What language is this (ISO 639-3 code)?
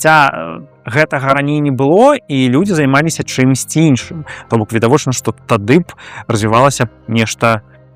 bel